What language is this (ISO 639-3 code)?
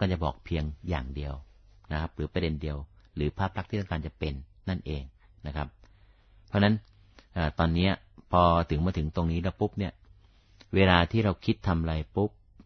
tha